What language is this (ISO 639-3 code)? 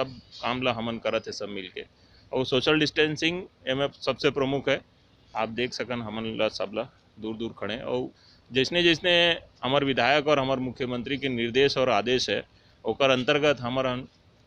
hne